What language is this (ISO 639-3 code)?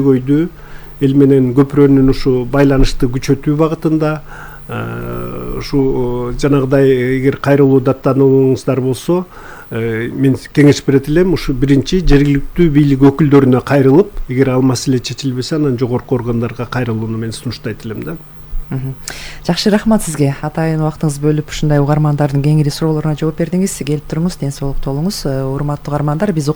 kir